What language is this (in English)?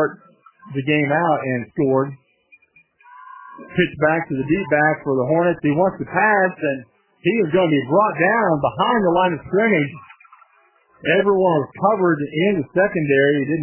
English